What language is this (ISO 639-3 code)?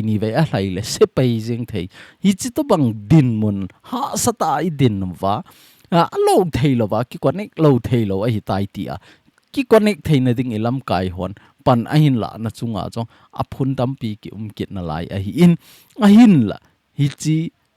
tcz